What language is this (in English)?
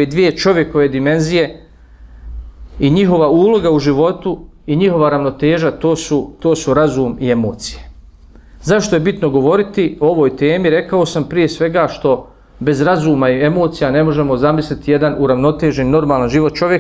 Bosnian